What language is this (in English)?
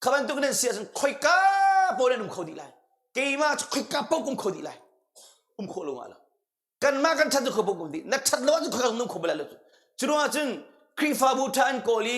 Hakha Chin